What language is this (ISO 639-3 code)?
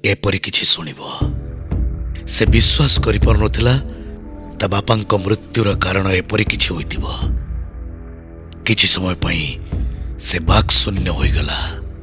ori